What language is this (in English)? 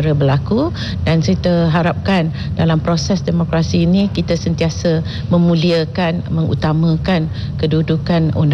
Malay